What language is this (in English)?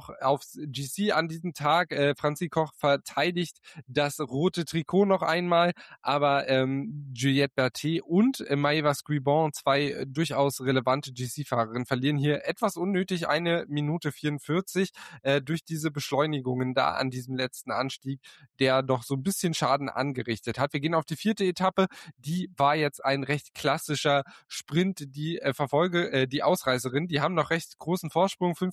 German